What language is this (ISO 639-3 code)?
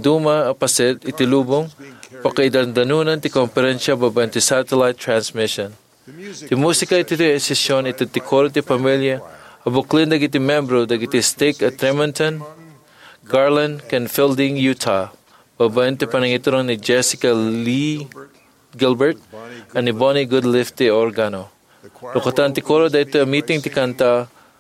ilo